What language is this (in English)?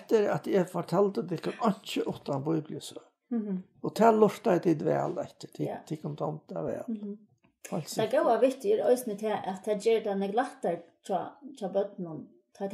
Faroese